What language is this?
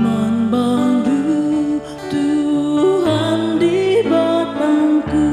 Batak Karo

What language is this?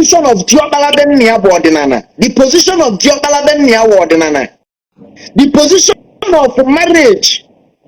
Igbo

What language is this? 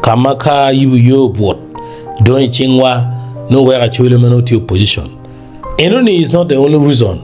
Acoli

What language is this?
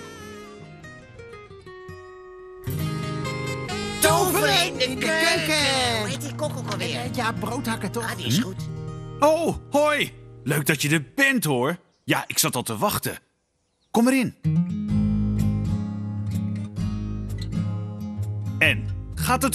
Dutch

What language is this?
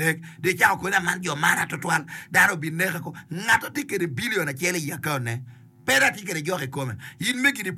Acoli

